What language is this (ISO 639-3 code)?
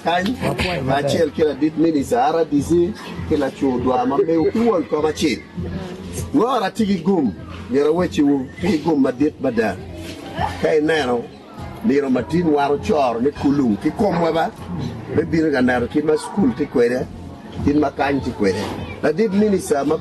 ach